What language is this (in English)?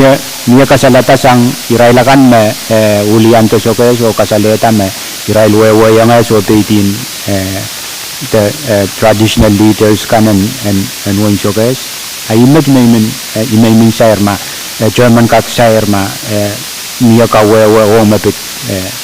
Pohnpeian